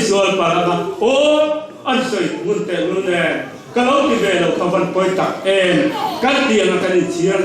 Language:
Mizo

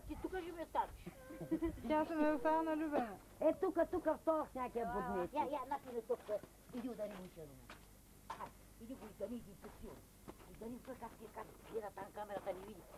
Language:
Bulgarian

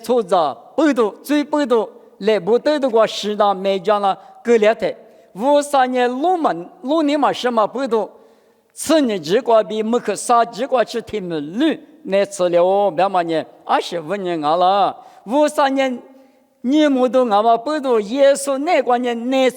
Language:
Lisu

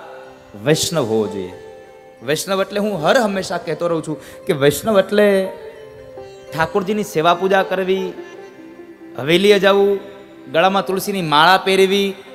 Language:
Gujarati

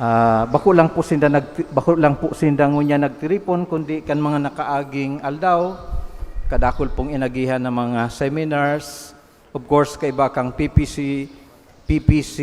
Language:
Bikol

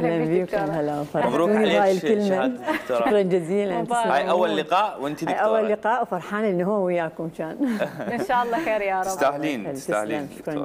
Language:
Mesopotamian Arabic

